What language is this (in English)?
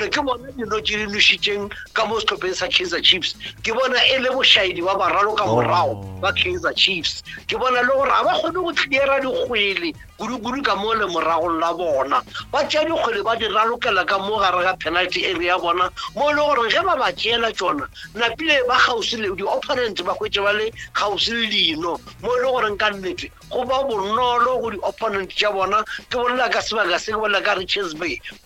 Northern Sotho